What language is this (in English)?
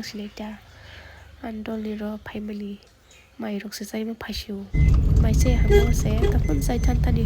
Kok Borok